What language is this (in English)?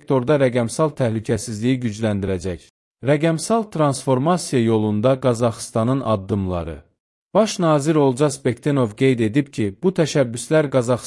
Azerbaijani